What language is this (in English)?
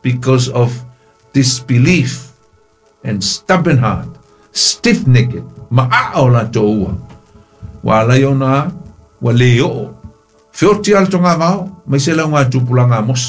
Samoan